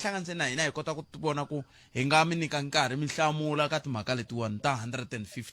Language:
Tsonga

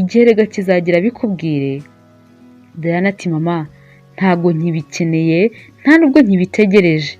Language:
Kinyarwanda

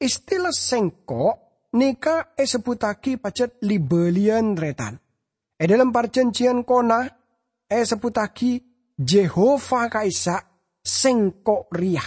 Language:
Madurese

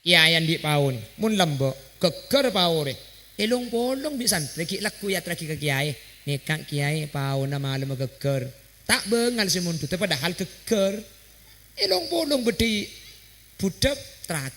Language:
Madurese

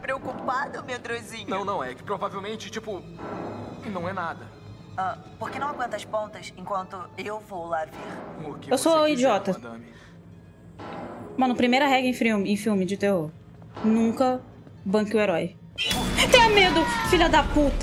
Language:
Portuguese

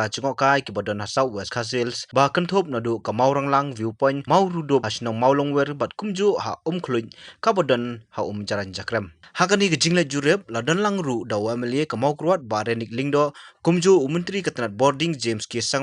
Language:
Khasi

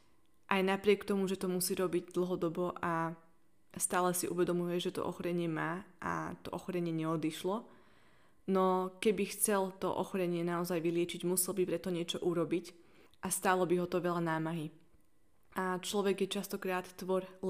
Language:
Slovak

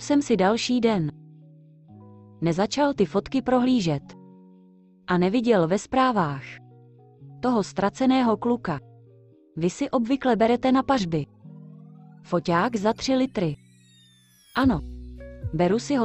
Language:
Czech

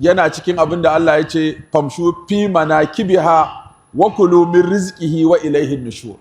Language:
Hausa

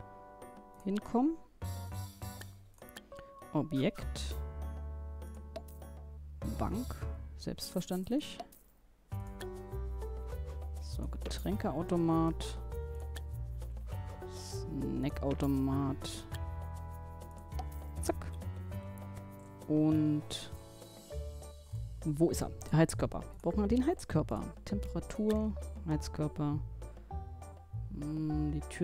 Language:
German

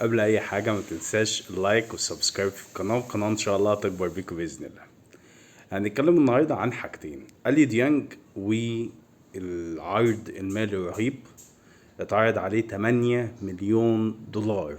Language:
Egyptian Arabic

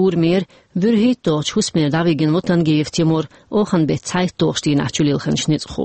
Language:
Chechen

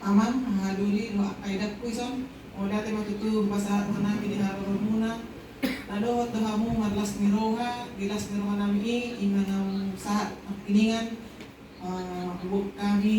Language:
Batak Toba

